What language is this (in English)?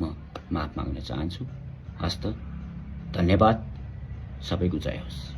Nepali